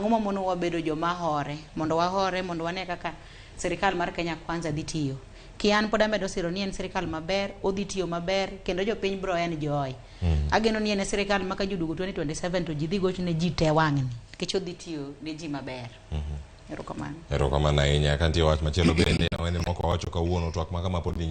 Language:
Luo (Kenya and Tanzania)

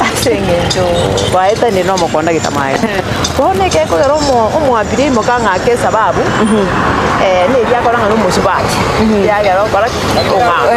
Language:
Gusii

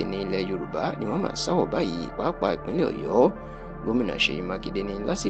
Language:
Yoruba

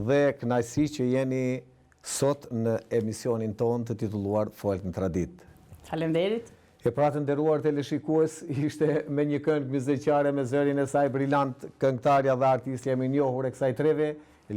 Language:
Albanian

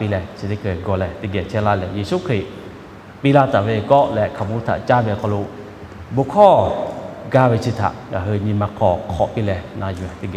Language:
Lahu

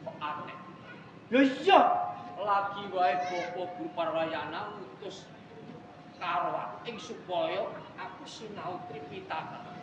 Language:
Javanese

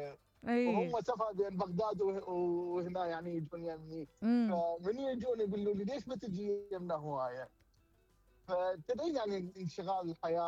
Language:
Mesopotamian Arabic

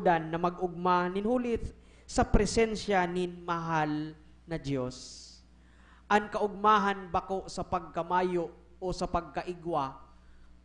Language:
Bikol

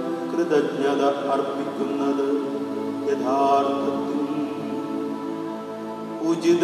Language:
Malayalam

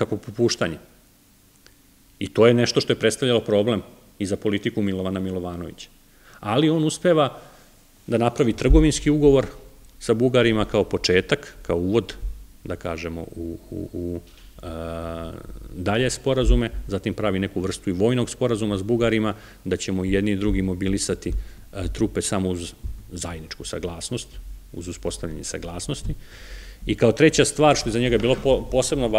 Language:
Serbian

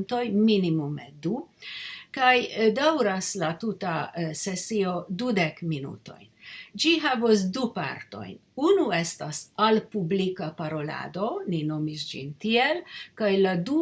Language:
Esperanto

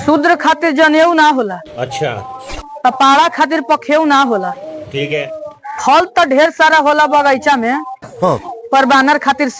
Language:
Magahi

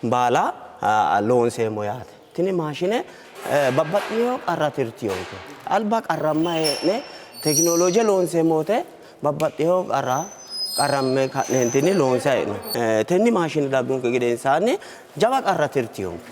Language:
Sidamo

